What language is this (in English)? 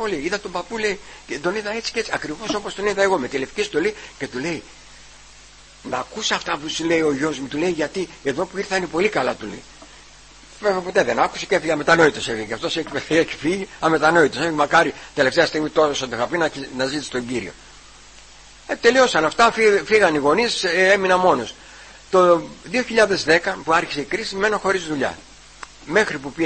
Greek